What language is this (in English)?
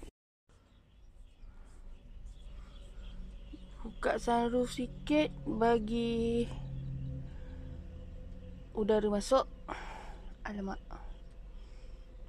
Malay